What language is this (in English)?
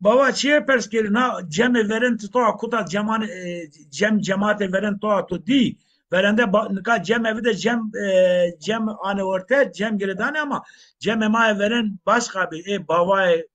Zaza